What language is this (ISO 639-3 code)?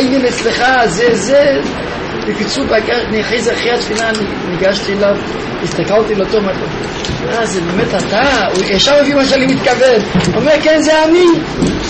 heb